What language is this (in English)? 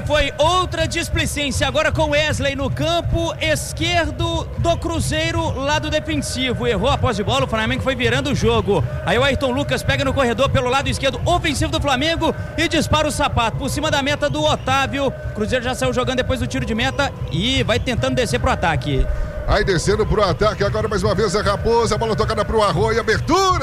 Portuguese